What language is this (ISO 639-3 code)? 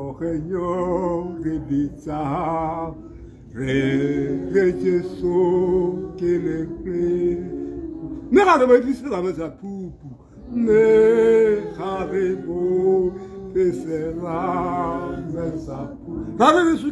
tsn